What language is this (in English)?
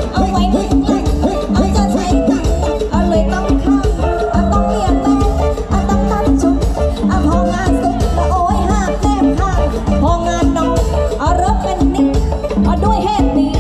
Thai